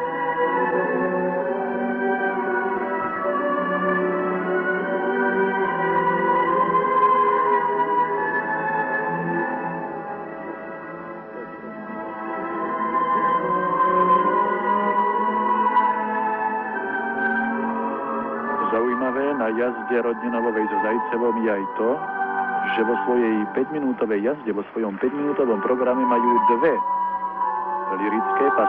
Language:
Slovak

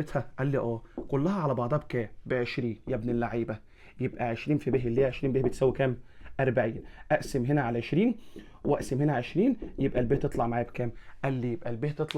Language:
Egyptian Arabic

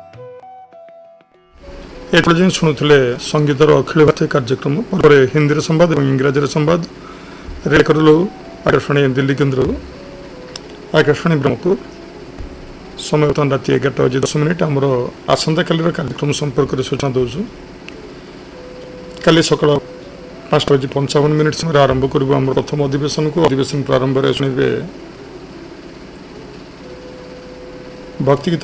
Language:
Odia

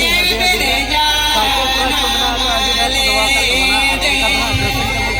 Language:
Santali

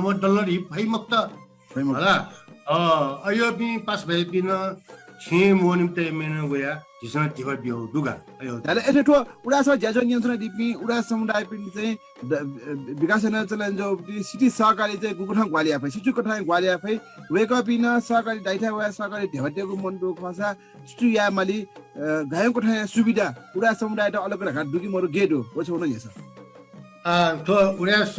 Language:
Newari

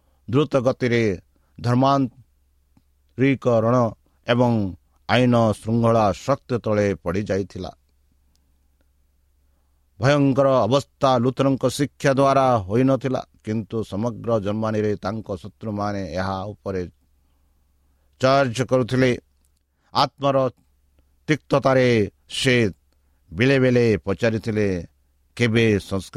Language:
Odia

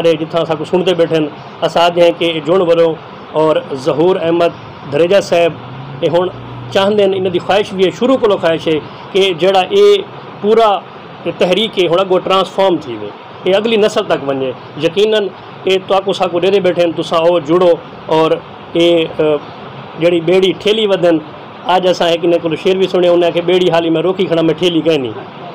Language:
Saraiki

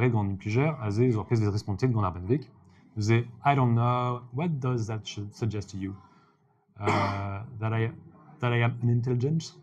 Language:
Breton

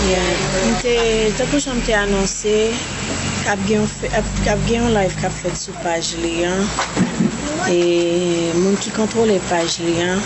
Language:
Haitian Creole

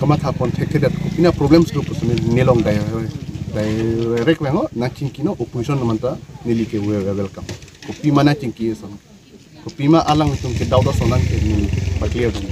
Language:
Karbi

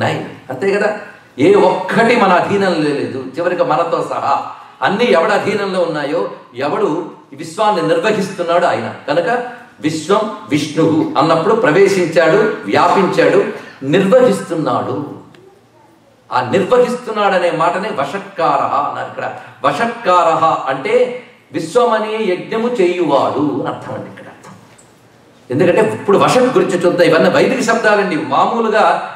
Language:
Telugu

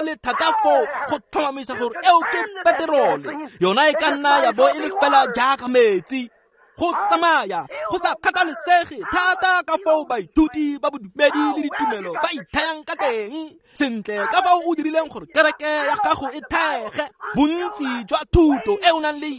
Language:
Tswana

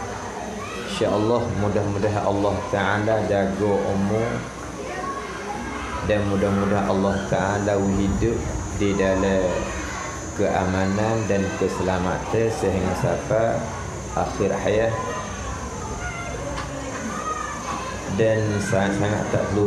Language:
Malay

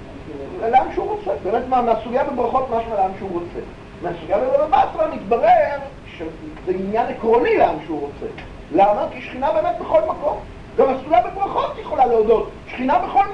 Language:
Hebrew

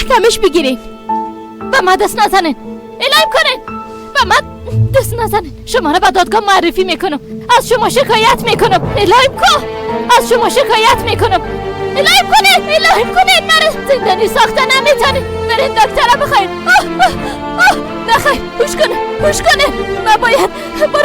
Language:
Persian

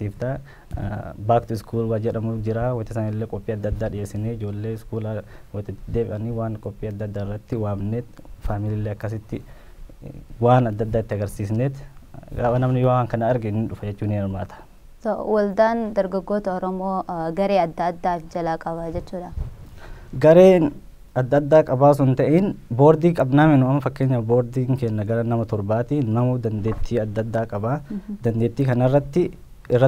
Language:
Oromo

